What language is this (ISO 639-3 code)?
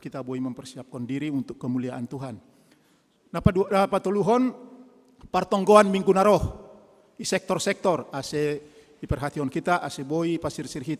bts